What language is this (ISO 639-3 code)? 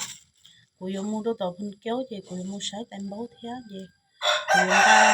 hmn